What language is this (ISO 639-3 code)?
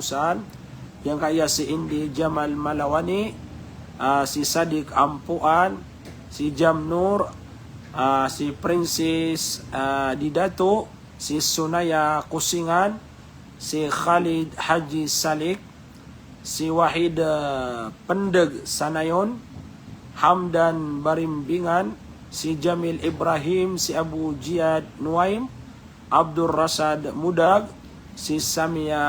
mrw